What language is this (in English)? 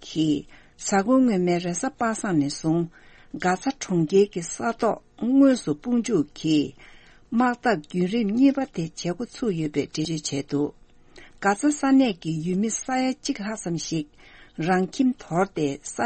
Tibetan